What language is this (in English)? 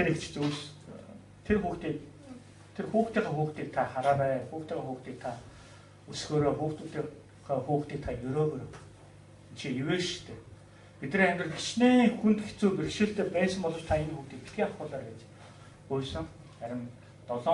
Mongolian